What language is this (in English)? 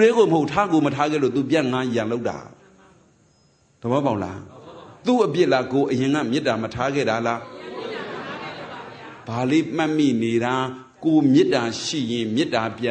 Burmese